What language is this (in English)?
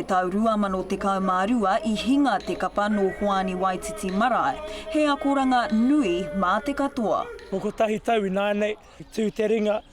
Māori